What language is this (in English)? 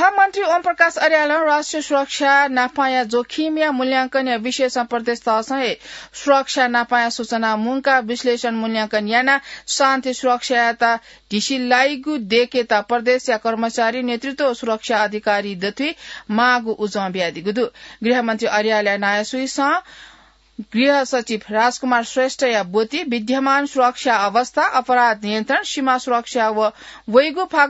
Newari